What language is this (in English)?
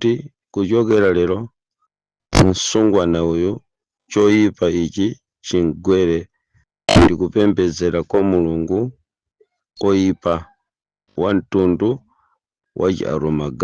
Nyanja